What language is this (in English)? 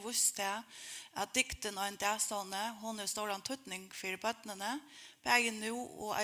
Faroese